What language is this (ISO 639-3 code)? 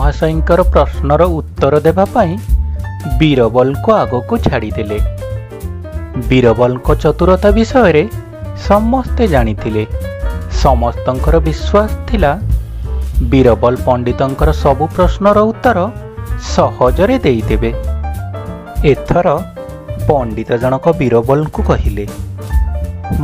ori